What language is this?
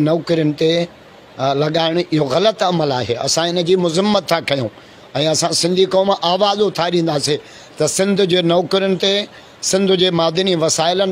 Sindhi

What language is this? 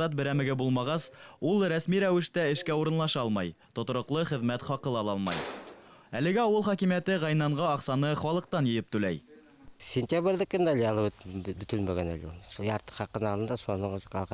Bashkir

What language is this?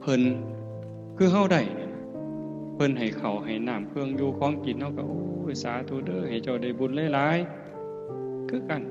Northeastern Thai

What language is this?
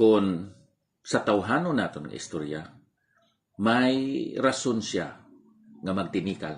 Hiligaynon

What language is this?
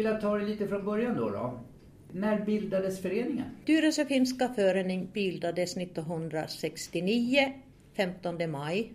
Swedish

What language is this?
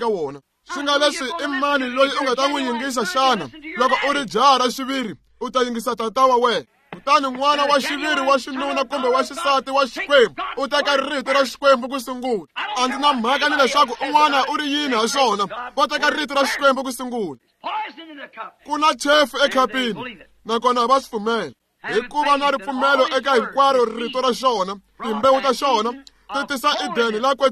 Tsonga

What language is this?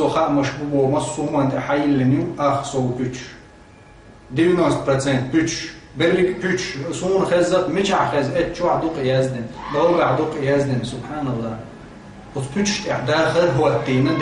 Chechen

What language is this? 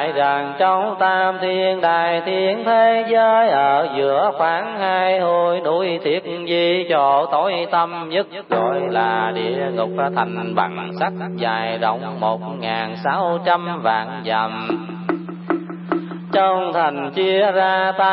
Vietnamese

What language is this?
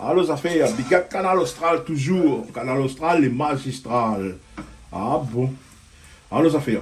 Réunion Creole French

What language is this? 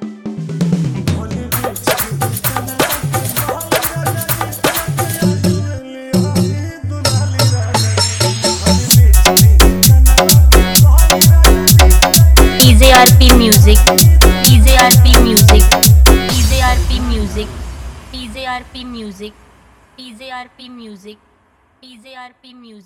Bhojpuri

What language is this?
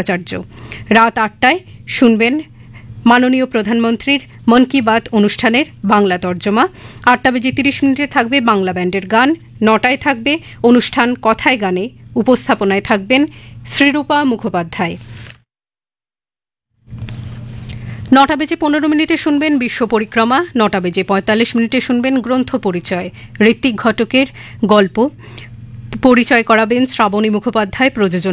Bangla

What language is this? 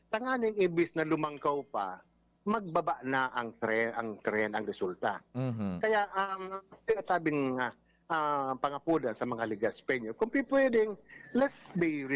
Bikol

